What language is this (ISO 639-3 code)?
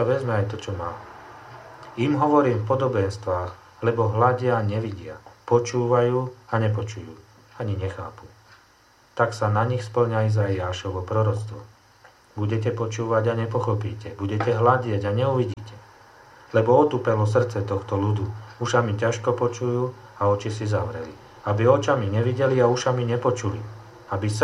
slk